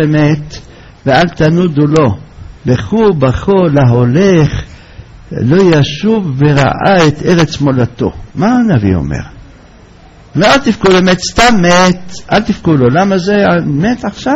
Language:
Hebrew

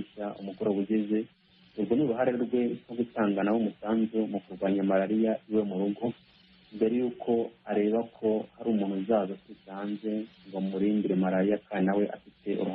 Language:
Kinyarwanda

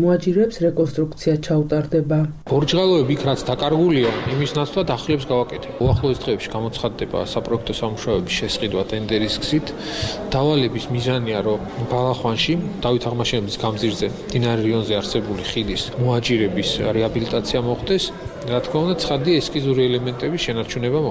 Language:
Georgian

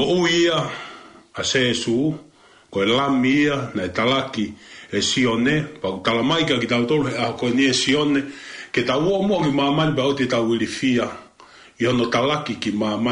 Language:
Tongan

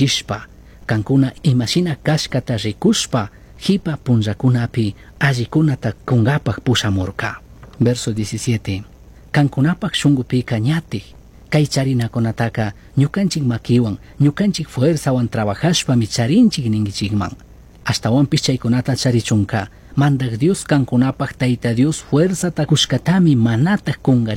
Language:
Chimborazo Highland Quichua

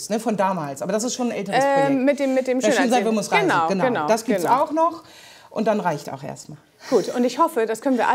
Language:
German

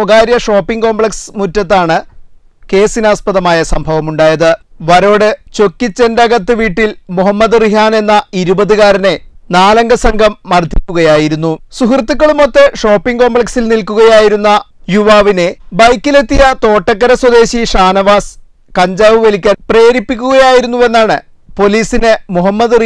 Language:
Malayalam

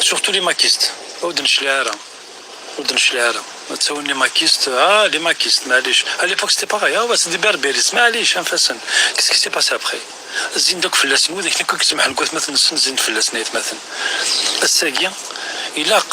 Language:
Kabyle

